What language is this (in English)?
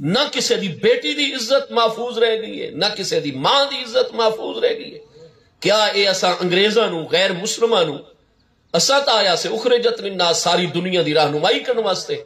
Saraiki